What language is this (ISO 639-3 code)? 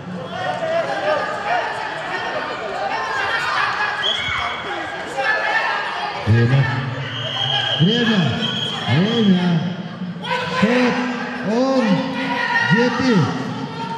kaz